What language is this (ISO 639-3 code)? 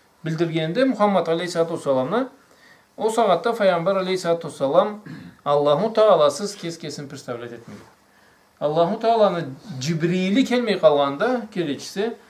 krc